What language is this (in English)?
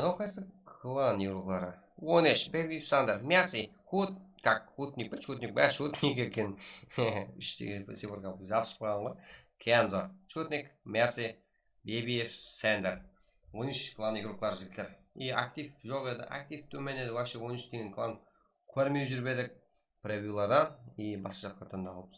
Kara-Kalpak